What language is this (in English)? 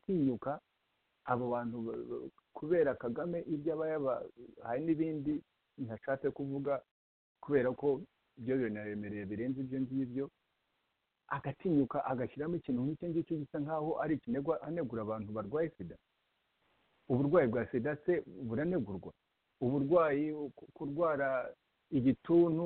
Kinyarwanda